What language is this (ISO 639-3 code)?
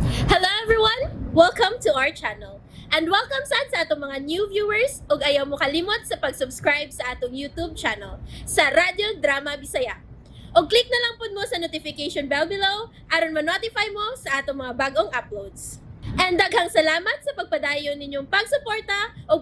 ceb